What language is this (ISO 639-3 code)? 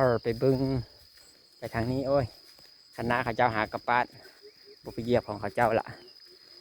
lao